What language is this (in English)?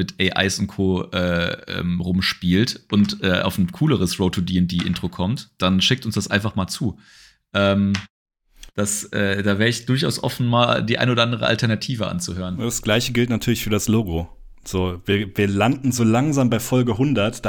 German